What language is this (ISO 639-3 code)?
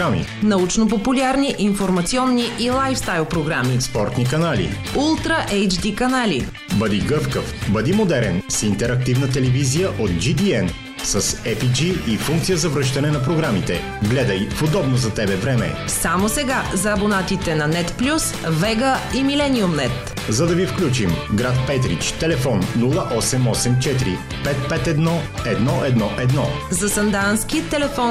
bul